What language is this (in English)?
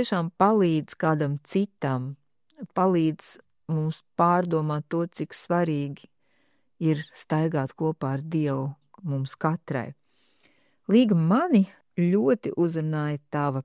Latvian